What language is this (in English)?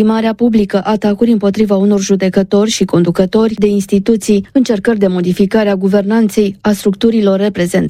Romanian